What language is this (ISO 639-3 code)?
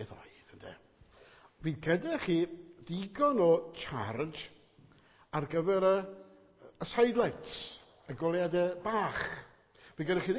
cym